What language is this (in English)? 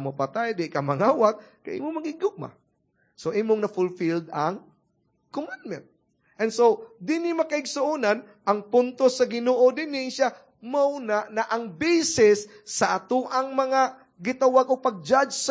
Cebuano